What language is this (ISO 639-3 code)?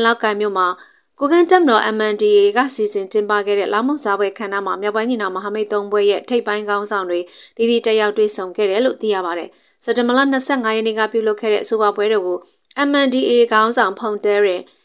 mya